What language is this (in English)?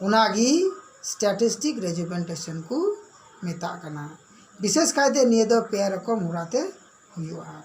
Santali